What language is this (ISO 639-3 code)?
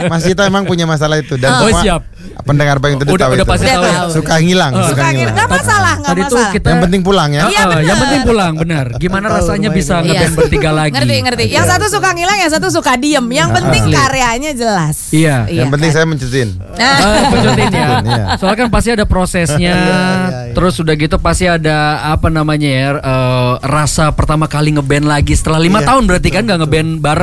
ind